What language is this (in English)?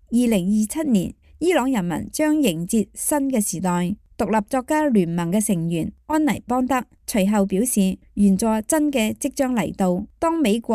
Cantonese